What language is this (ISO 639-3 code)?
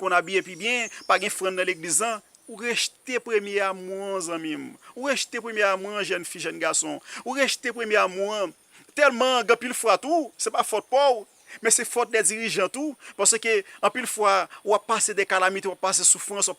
hat